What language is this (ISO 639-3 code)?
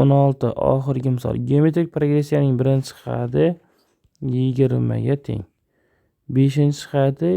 uzb